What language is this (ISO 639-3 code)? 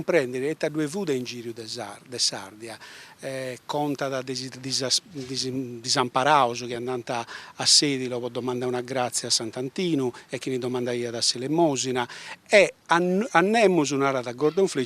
srd